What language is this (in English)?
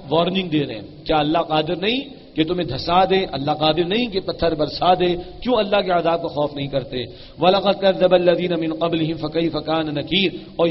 Urdu